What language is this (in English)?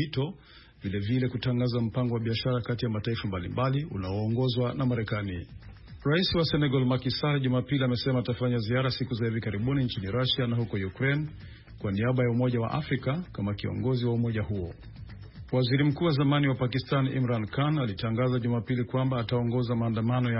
Swahili